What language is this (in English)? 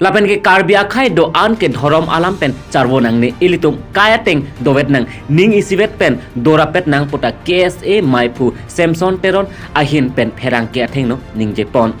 Karbi